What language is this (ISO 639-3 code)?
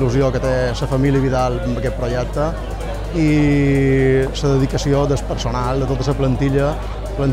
cat